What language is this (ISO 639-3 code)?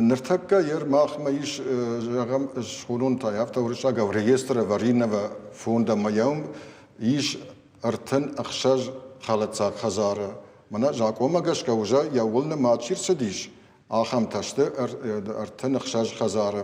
oss